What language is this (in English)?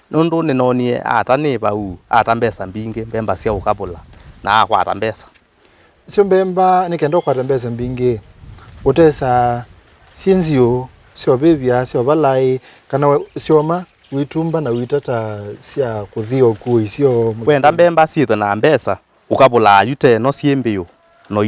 Kamba